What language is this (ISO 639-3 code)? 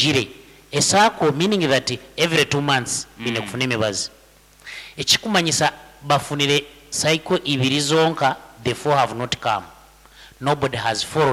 nyn